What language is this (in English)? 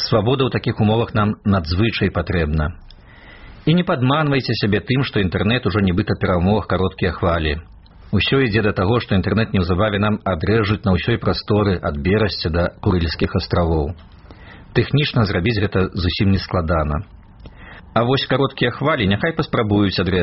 Belarusian